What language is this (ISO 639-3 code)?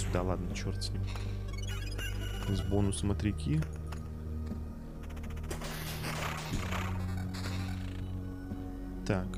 rus